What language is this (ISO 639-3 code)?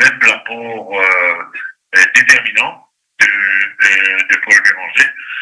mfe